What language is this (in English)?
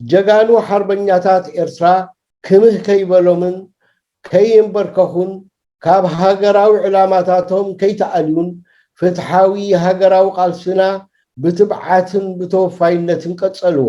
Tigrinya